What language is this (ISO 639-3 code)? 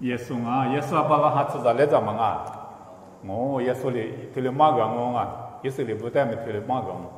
lis